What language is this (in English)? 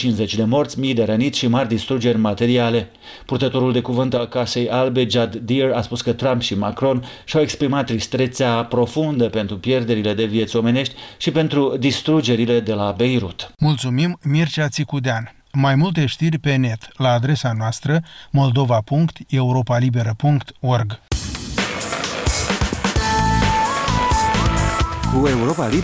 Romanian